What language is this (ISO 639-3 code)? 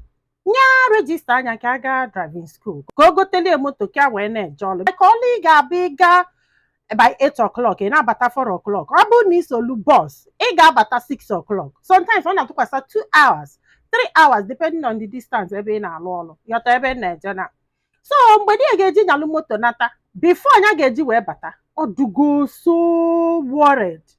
ibo